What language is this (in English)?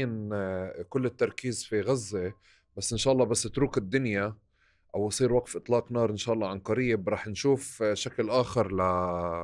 North Levantine Arabic